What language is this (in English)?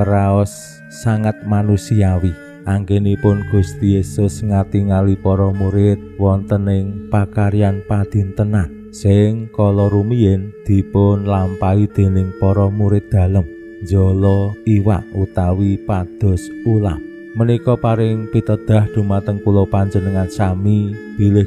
Javanese